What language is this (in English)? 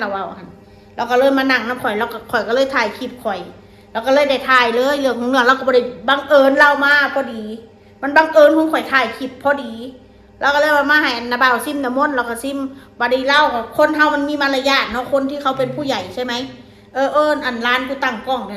Northeastern Thai